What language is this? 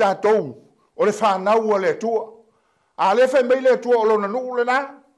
Samoan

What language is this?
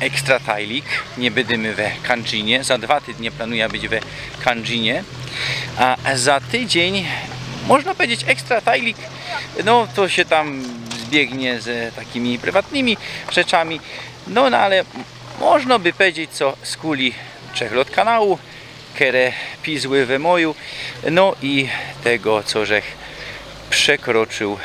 Silesian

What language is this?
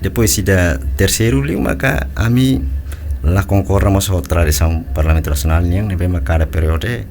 Tetum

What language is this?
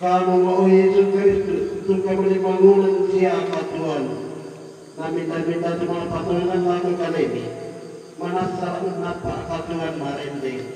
Toraja-Sa'dan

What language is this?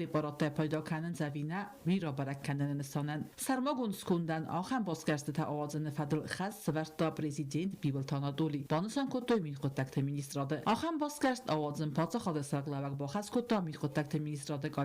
Ossetic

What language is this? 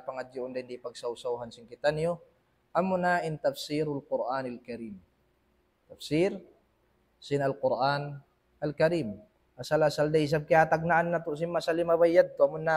Tausug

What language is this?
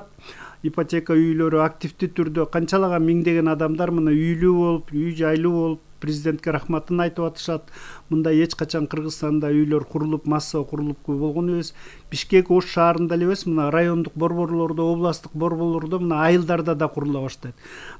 Kyrgyz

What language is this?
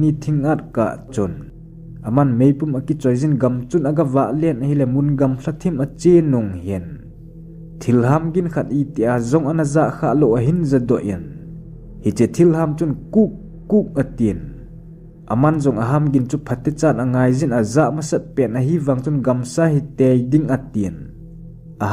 Thado Chin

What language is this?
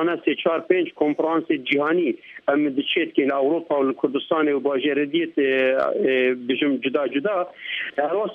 Kurdish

